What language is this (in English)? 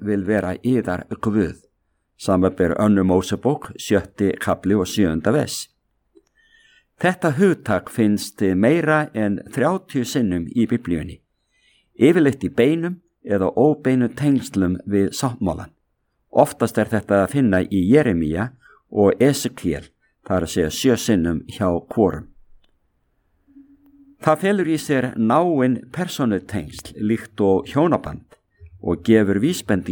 Icelandic